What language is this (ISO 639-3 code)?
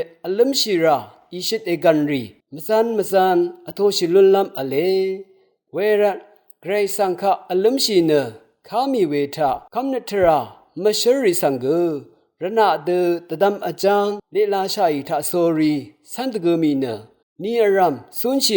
raw